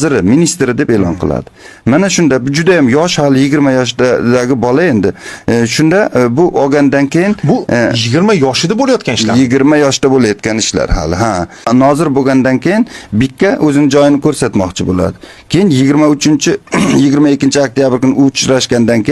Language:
Uzbek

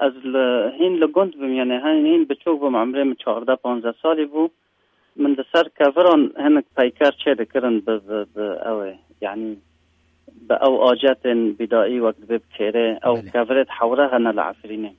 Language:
Kurdish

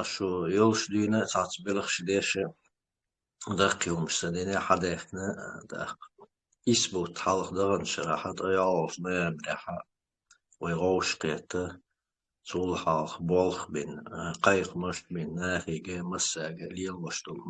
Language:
Chechen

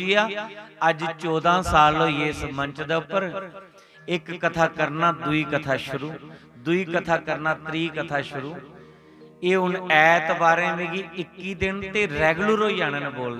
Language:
Dogri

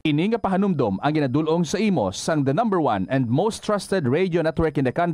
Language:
Hiligaynon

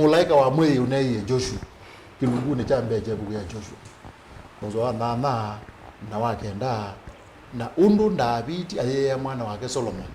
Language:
Kamba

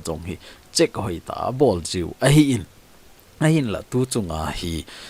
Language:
Thado Chin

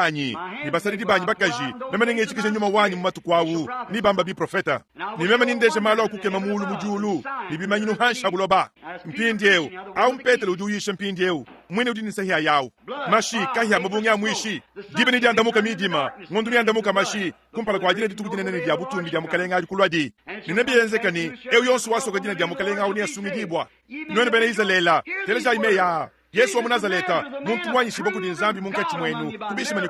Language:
Luba-Lulua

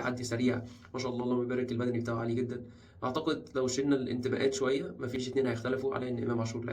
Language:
Egyptian Arabic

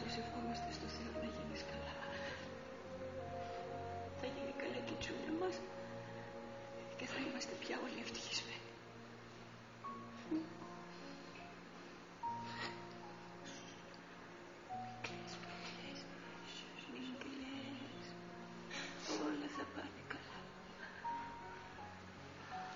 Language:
Greek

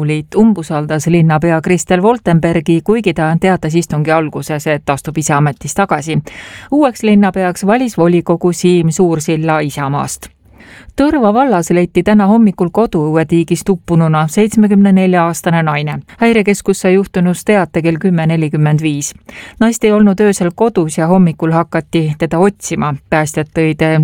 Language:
Estonian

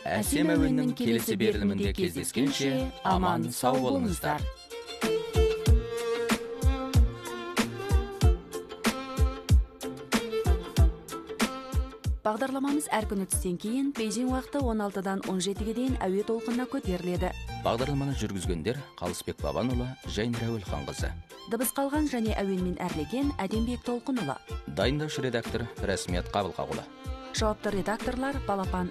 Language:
Kazakh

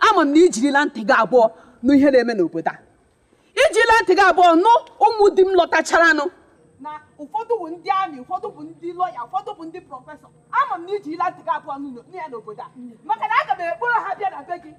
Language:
Igbo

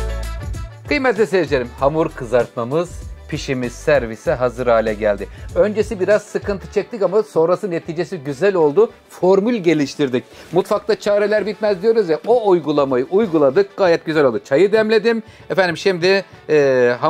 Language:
Turkish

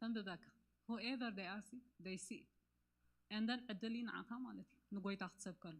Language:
Tigrinya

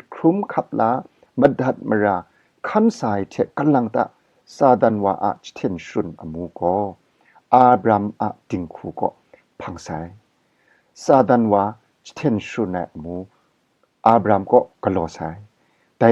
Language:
Kachin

